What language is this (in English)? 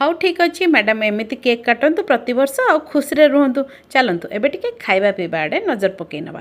Odia